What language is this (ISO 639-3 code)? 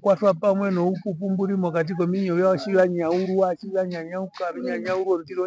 her